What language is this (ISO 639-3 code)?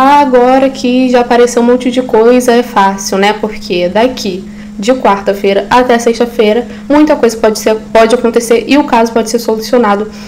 por